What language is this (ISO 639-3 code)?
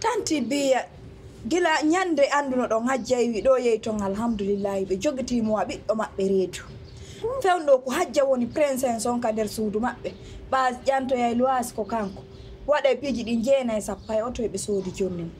fuf